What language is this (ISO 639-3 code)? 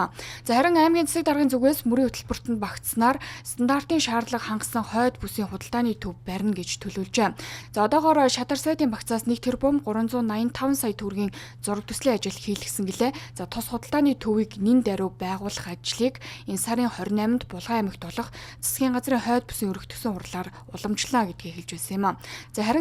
mon